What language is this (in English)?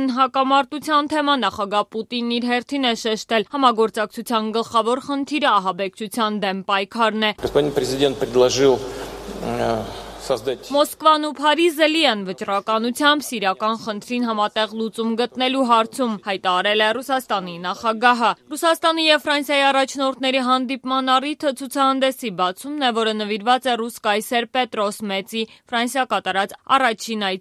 Armenian